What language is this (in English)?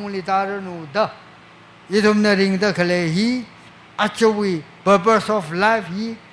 Tangkhul Naga (India)